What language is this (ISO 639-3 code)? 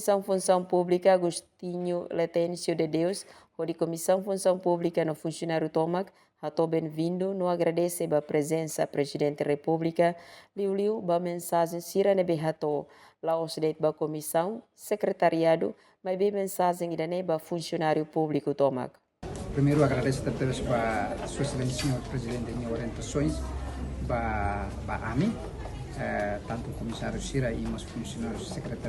tet